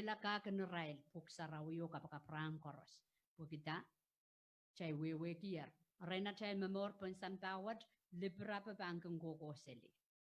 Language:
Pohnpeian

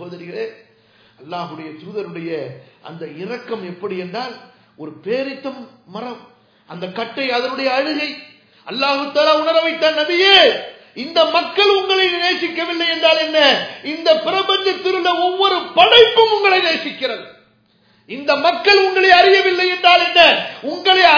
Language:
Tamil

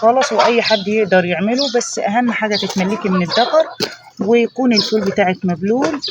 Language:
Egyptian Arabic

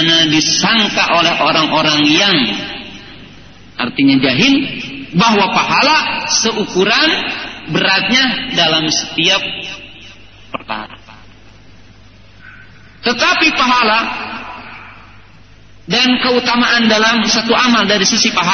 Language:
Indonesian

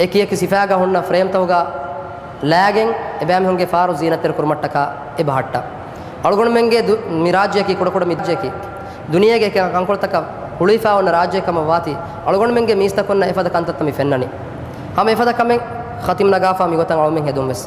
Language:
Divehi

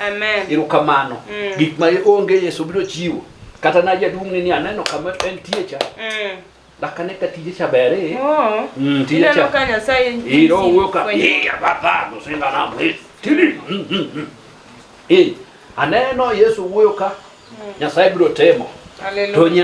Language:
Luo (Kenya and Tanzania)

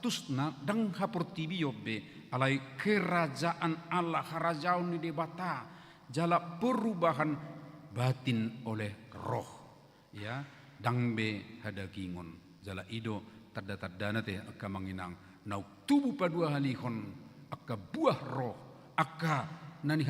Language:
Batak Toba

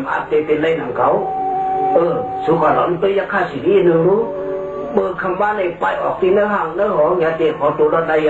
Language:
Shan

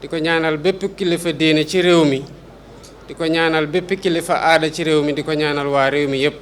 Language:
Wolof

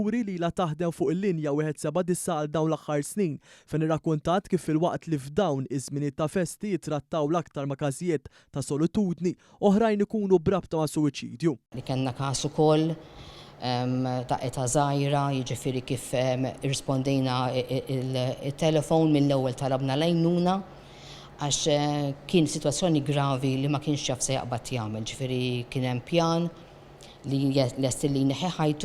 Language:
Maltese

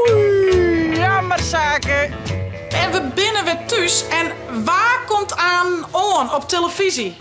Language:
Western Frisian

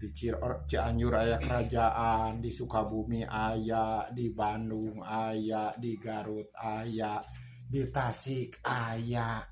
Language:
Sundanese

